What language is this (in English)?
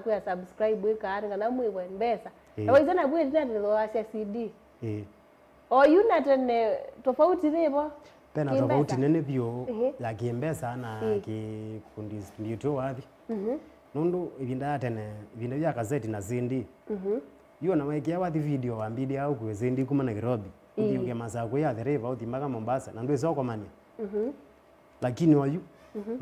Kamba